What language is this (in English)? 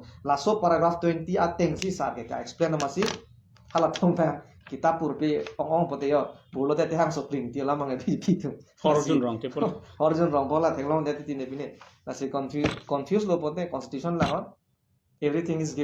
Karbi